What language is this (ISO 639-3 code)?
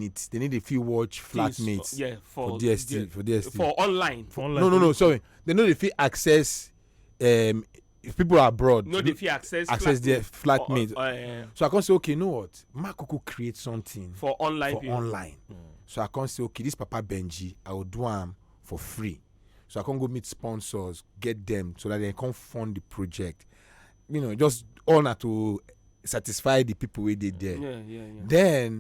pcm